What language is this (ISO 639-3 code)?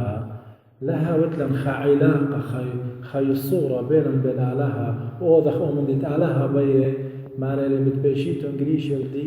aii